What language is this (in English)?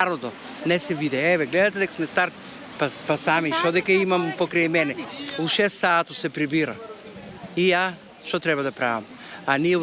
Macedonian